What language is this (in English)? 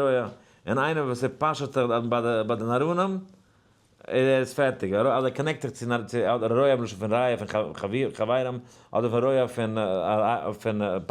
Yiddish